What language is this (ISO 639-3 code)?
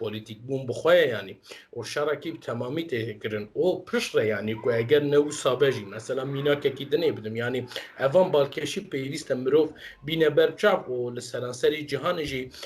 kur